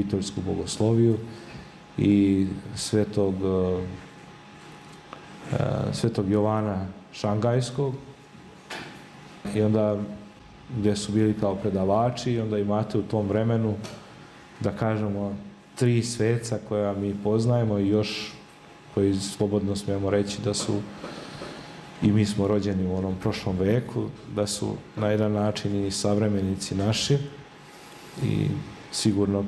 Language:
Serbian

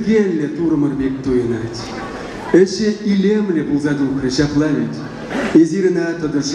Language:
Chuvash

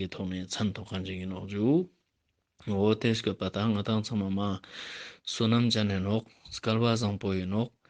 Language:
Ladakhi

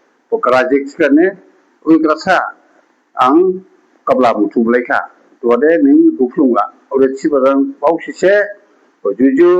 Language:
Dimasa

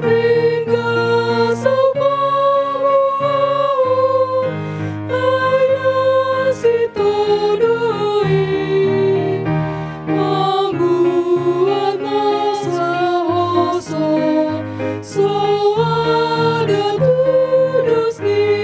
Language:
Batak Toba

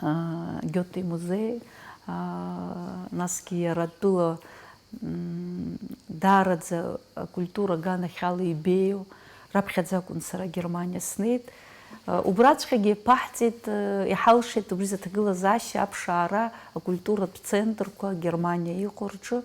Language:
Abkhazian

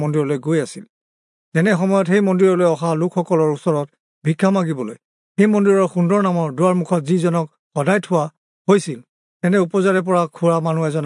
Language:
Assamese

